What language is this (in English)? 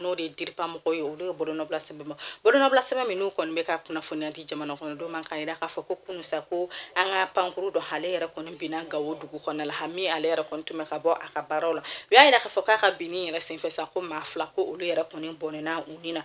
Bambara